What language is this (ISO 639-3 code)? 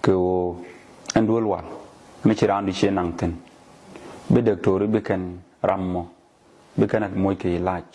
nus